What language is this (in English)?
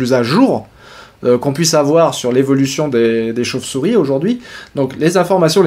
French